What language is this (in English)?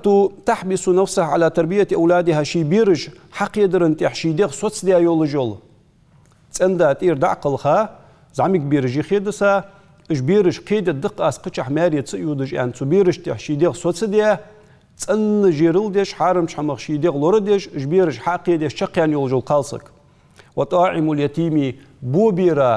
Ingush